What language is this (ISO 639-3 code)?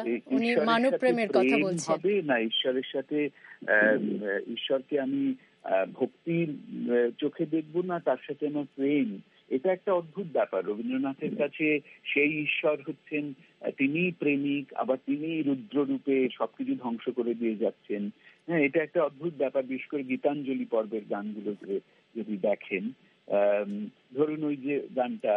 ben